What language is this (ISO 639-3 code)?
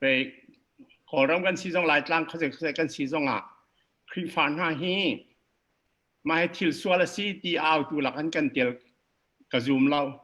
cnh